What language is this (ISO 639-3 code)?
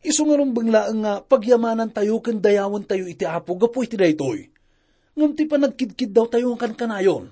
ilo